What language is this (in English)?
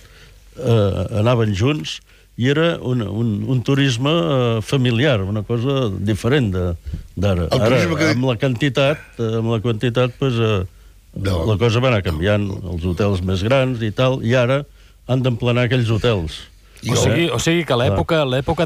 Catalan